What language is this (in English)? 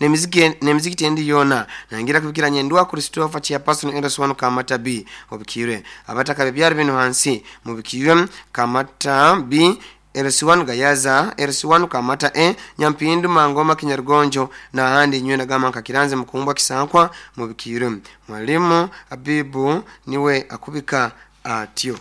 Nyoro